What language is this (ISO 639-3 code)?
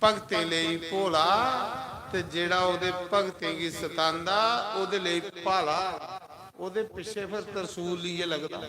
doi